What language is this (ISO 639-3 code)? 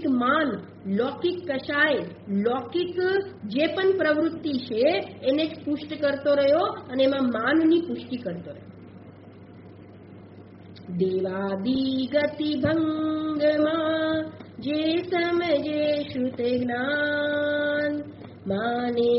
guj